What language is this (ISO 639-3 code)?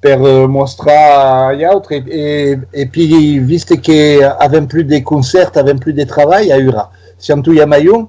oci